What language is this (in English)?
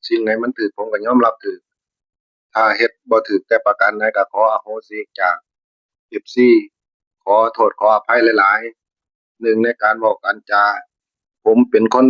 Northeastern Thai